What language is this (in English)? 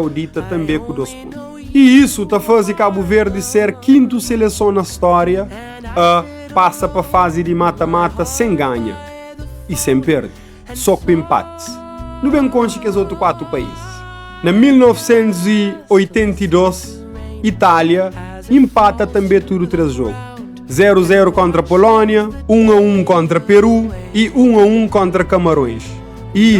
Kabuverdianu